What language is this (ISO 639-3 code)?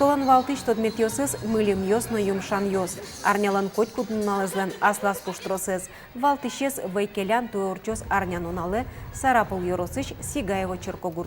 udm